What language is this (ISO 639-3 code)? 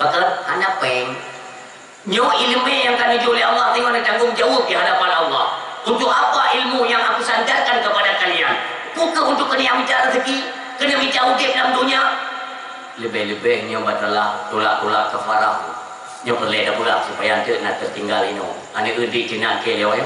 ace